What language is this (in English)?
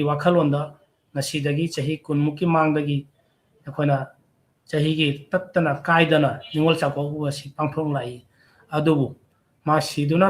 Manipuri